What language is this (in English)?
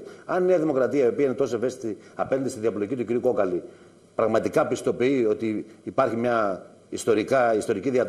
Greek